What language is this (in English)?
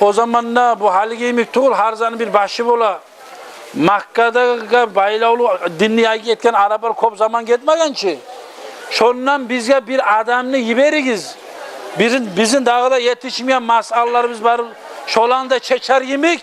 Kumyk